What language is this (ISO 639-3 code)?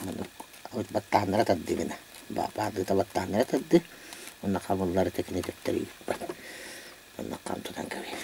sah